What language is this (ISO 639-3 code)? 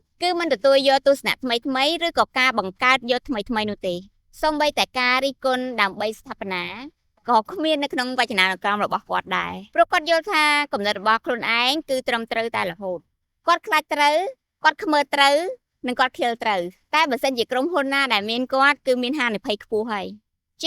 khm